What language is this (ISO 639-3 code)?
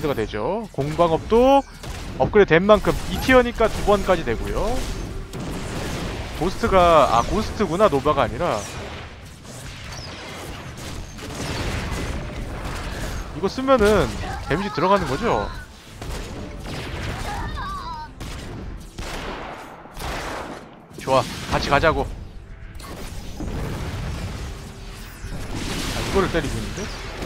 kor